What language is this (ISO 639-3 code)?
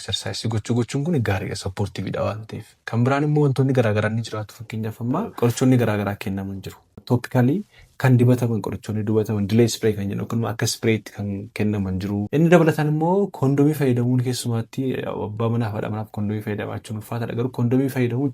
orm